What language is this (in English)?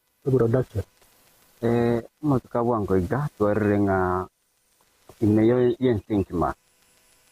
Gusii